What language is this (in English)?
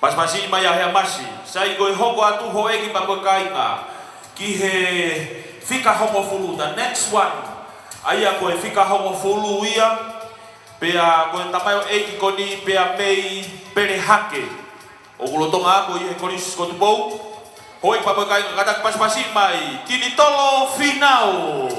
Tongan